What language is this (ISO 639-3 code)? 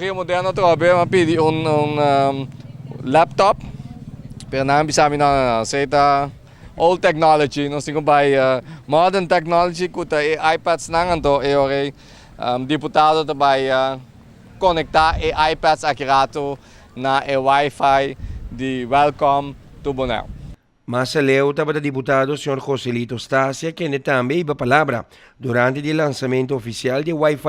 pap